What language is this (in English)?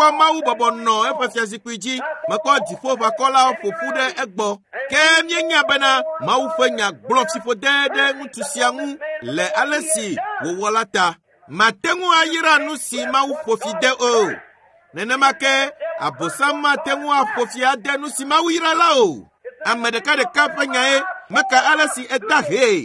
Ewe